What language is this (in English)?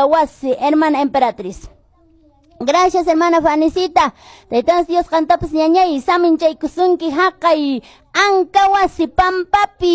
Quechua